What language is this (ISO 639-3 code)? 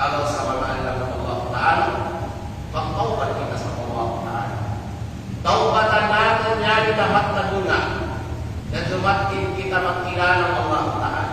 kqe